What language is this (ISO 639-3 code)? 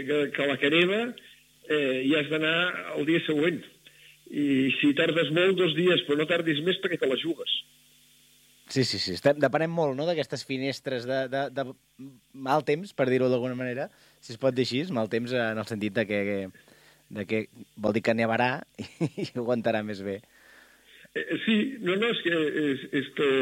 cat